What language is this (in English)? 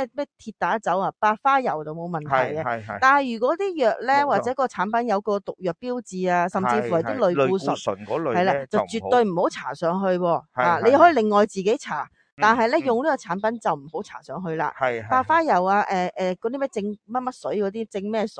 Cantonese